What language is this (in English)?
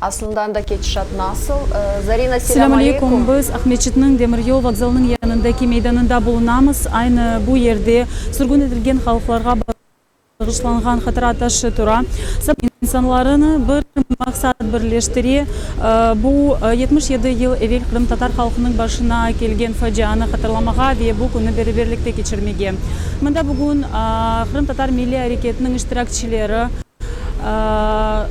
Crimean Tatar